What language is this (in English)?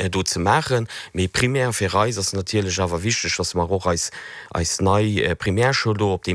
Luxembourgish